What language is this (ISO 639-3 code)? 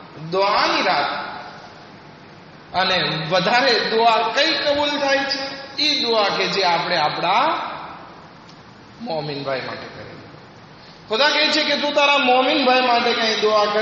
guj